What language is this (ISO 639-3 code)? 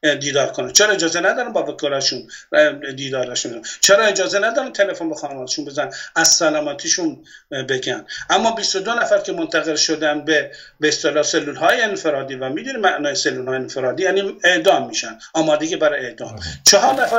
fas